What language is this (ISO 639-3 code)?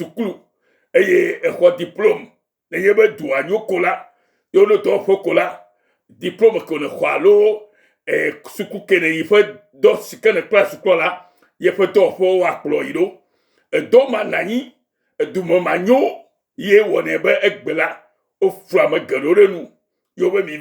ewe